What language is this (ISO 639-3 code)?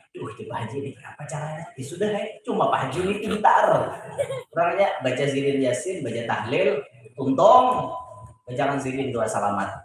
bjn